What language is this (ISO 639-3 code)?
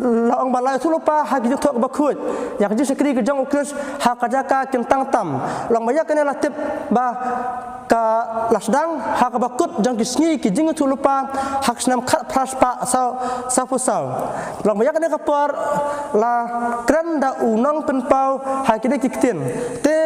kha